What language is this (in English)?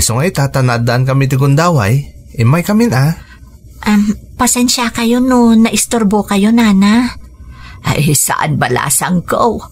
Iloko